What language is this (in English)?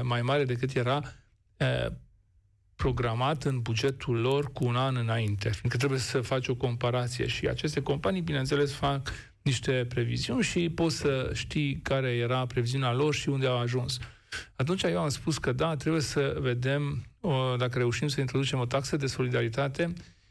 Romanian